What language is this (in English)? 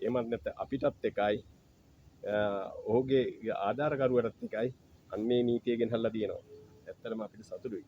Sinhala